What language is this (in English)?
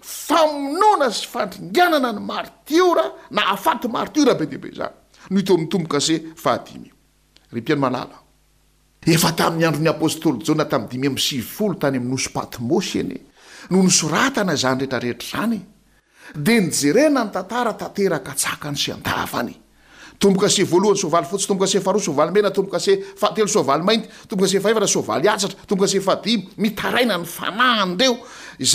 Malagasy